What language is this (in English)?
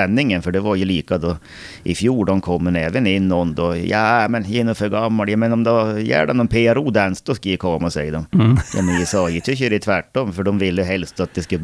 Swedish